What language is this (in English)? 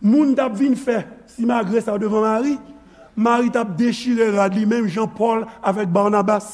Haitian Creole